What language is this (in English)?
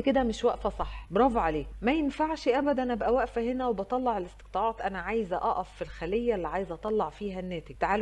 Egyptian Arabic